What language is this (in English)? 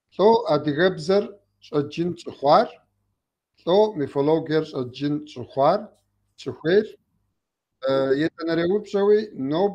Kabardian